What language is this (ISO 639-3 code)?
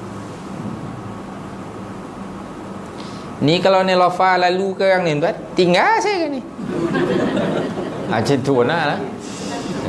msa